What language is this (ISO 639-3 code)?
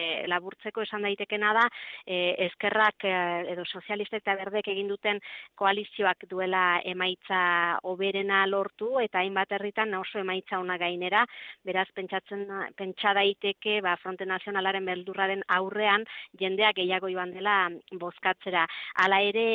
eus